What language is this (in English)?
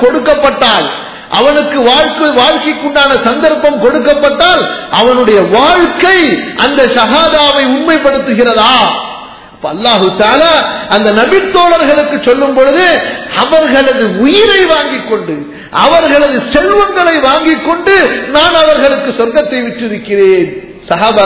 Tamil